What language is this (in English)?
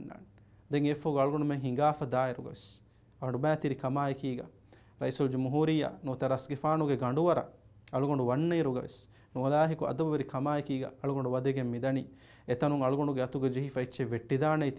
Divehi